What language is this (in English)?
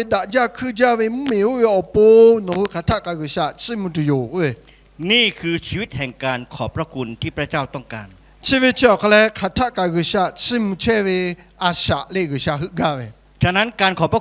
Lahu